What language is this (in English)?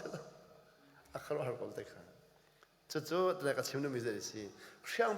Hakha Chin